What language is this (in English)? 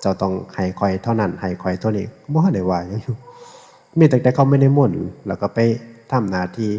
Northeastern Thai